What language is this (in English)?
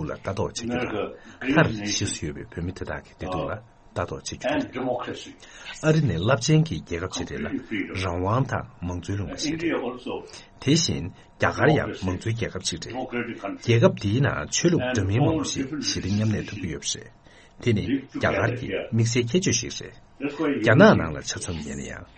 Tibetan